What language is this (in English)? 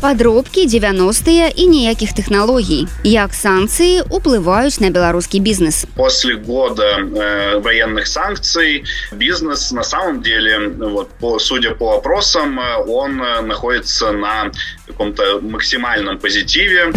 Belarusian